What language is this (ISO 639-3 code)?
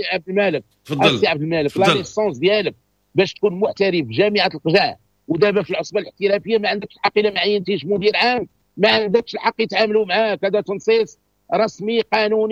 ary